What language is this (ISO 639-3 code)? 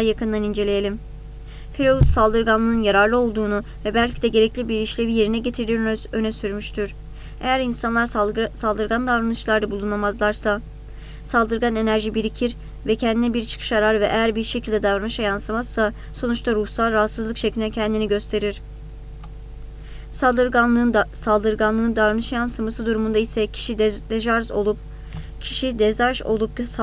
tur